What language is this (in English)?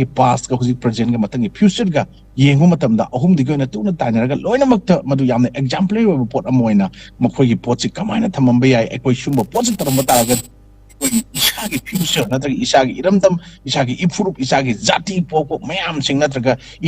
Manipuri